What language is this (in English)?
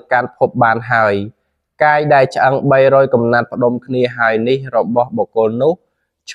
Khmer